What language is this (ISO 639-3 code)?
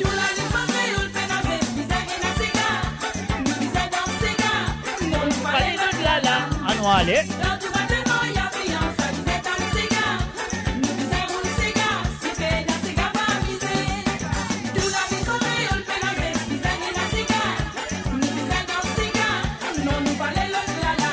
mfe